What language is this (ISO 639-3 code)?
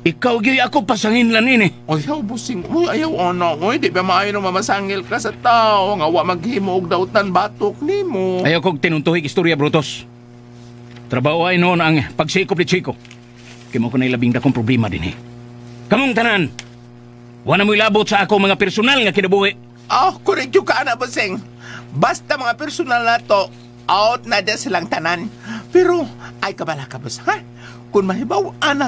ceb